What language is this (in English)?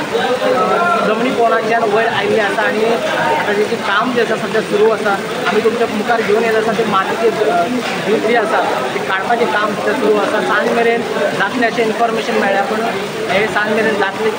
Konkani